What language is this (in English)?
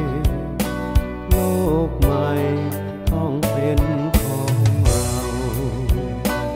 Thai